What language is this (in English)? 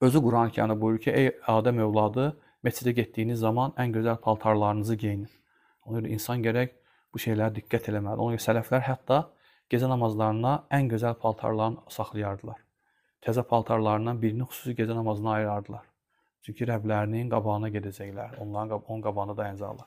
Azerbaijani